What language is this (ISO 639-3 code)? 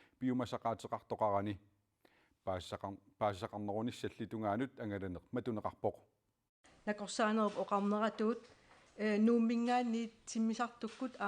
kal